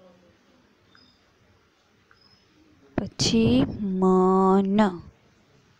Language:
Gujarati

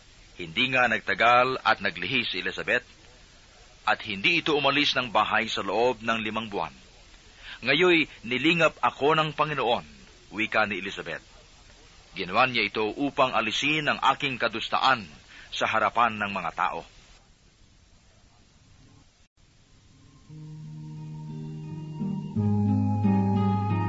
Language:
Filipino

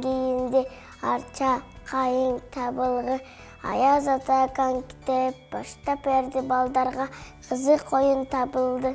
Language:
Kyrgyz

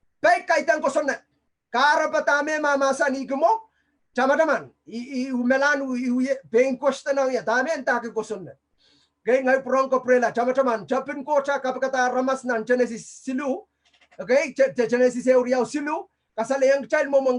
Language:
Pohnpeian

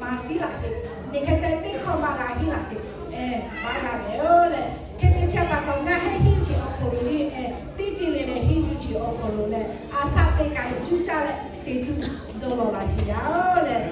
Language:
Lahu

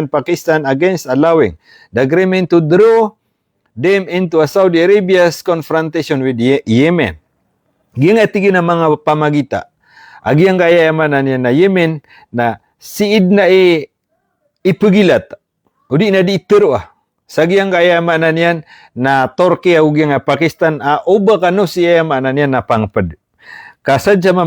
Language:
Maranao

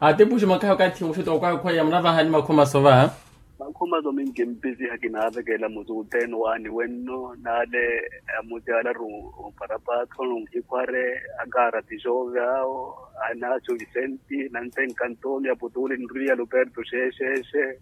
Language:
Makhuwa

